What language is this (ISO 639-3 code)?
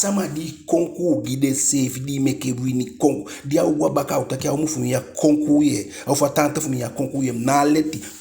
djk